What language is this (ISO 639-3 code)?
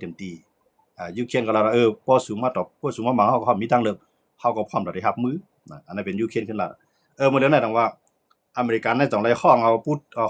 shn